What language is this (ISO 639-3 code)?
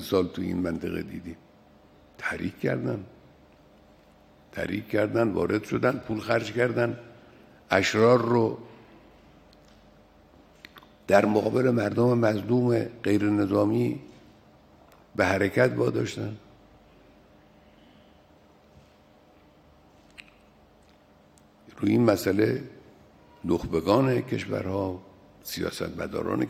fas